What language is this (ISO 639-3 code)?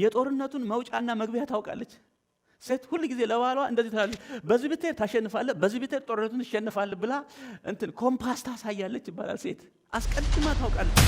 amh